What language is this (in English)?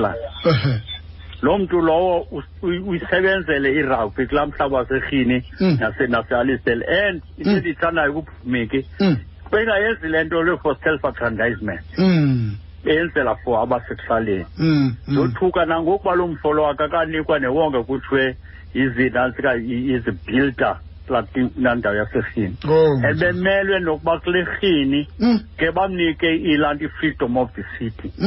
Xhosa